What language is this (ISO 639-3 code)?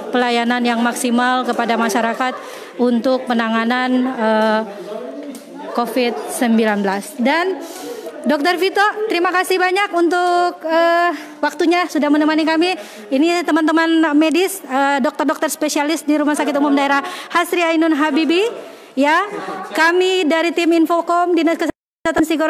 ind